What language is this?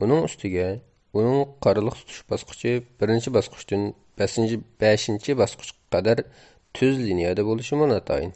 Uyghur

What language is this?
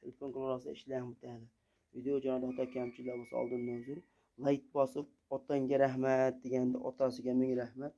Uzbek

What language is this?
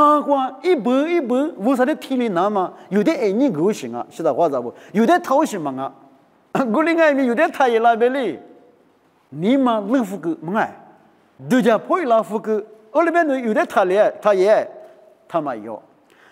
Lisu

